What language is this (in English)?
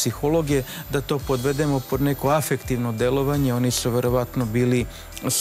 Serbian